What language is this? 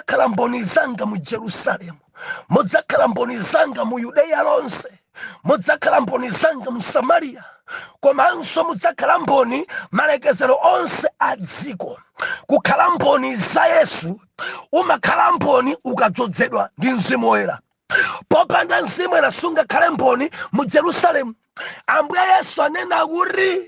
Nyanja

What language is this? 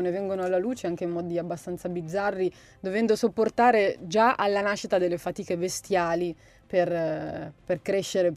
Italian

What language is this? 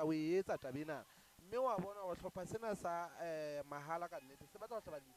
Southern Sotho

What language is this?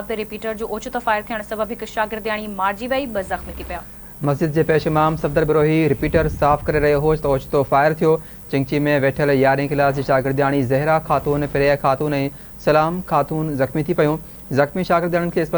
Sindhi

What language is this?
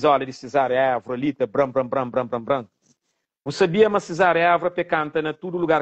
Kabuverdianu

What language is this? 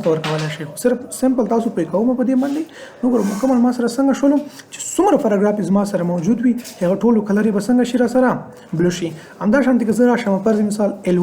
Pashto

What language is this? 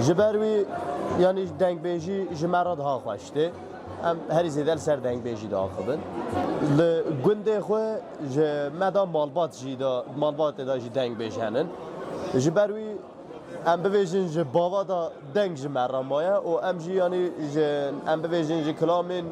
Kurdish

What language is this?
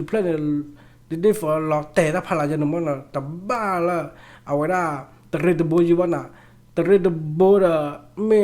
S'gaw Karen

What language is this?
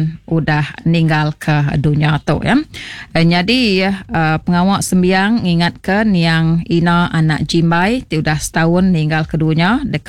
Iban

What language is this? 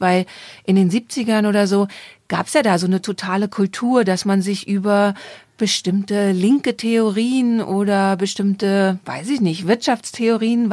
German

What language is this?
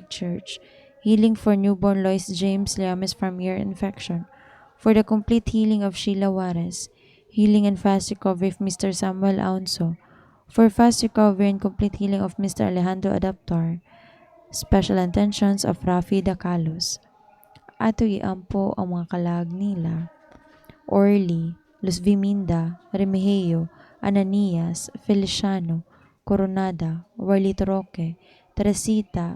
Cebuano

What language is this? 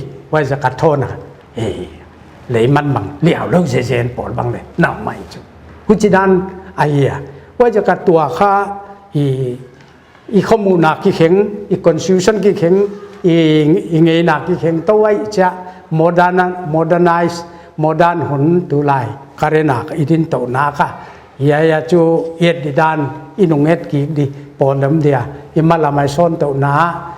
Paite Chin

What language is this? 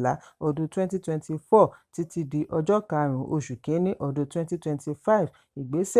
Yoruba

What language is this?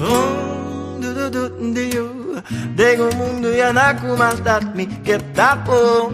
Papiamento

